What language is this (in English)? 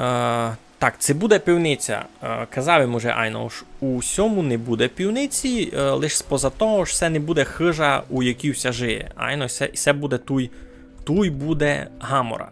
Rusyn